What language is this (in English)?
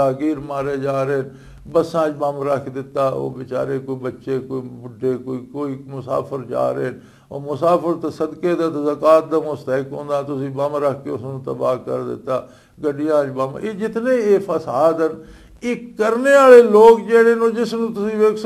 Western Panjabi